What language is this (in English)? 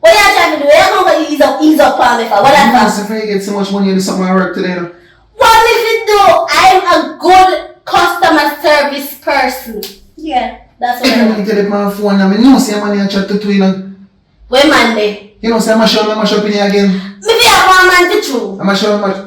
Jamaican Creole English